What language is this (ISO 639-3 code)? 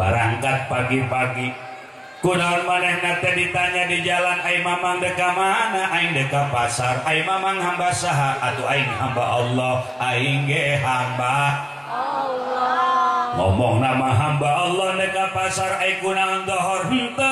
sun